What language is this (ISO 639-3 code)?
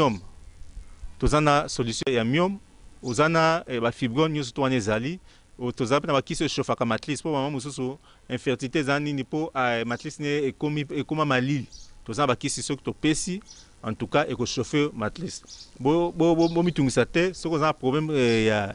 lin